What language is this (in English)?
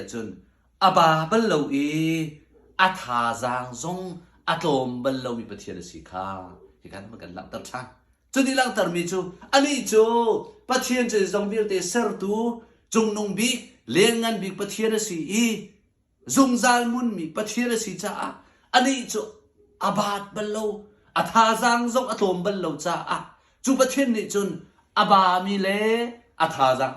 Hakha Chin